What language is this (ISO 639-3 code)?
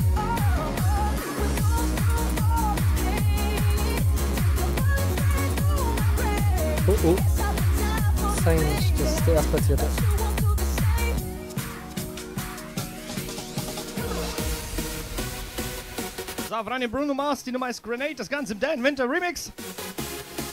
deu